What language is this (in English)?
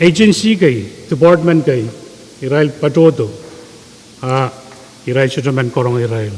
Pohnpeian